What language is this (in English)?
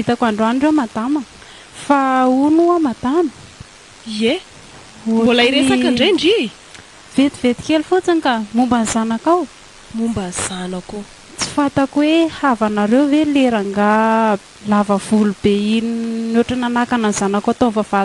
Malagasy